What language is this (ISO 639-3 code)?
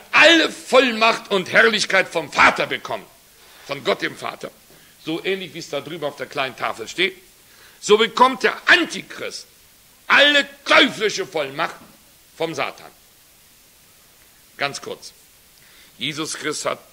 deu